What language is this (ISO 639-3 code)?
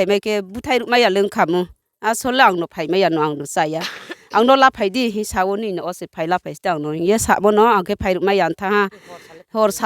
ria